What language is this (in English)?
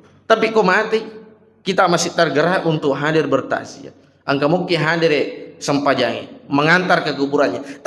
Buginese